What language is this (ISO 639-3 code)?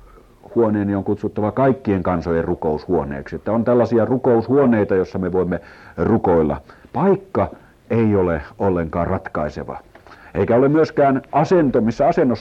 fin